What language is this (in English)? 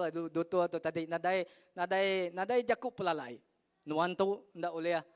Iban